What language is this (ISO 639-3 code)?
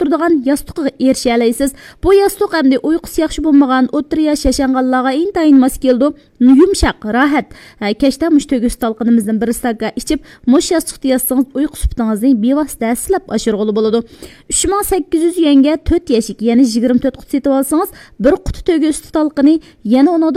uig